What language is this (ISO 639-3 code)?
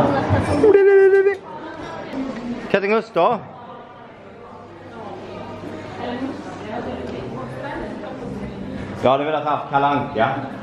swe